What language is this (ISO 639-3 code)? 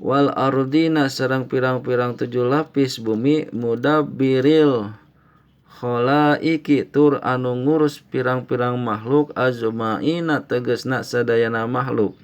sun